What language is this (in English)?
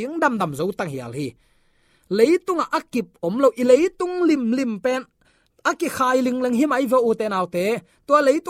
Tedim Chin